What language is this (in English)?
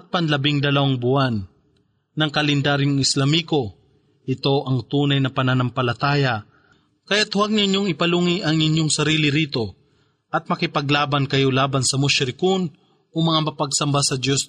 Filipino